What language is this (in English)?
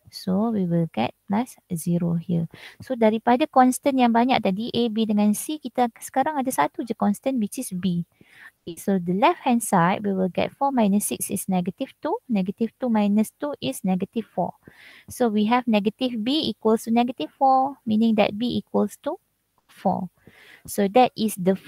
Malay